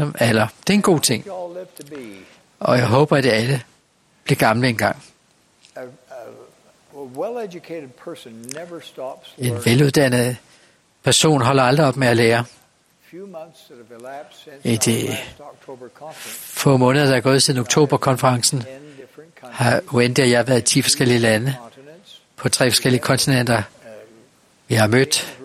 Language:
Danish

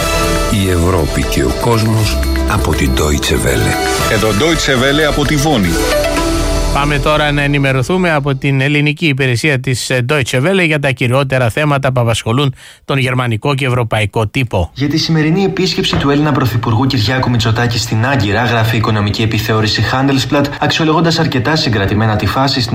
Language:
Greek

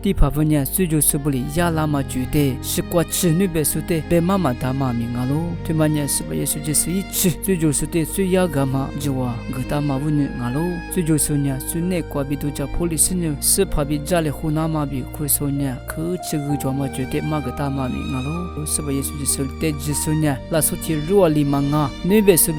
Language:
Lisu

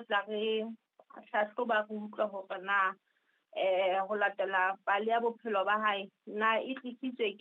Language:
Southern Sotho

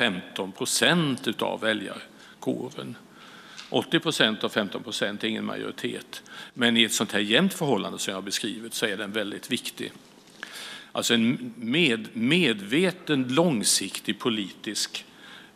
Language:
Swedish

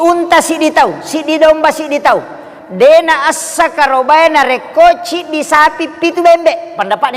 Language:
Buginese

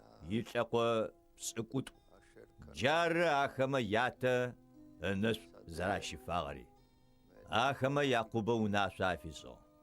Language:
Adyghe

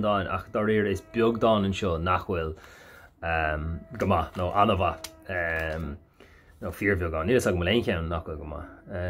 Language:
Irish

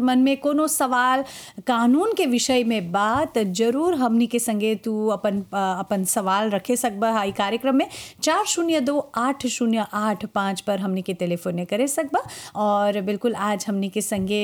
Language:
Bhojpuri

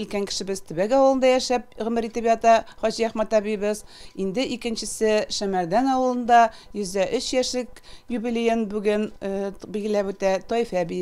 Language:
Tatar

